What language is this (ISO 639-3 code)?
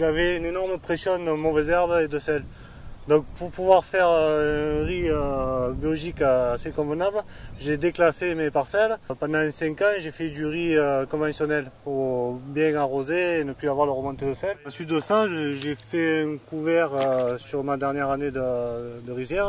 fra